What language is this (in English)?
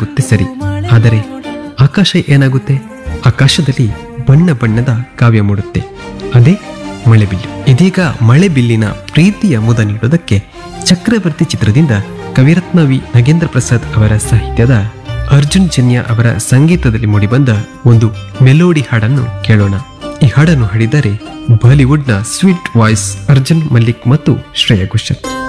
Kannada